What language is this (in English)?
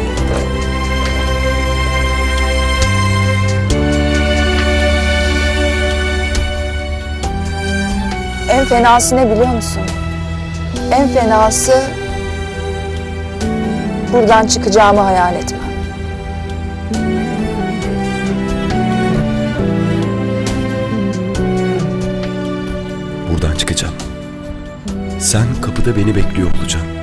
Turkish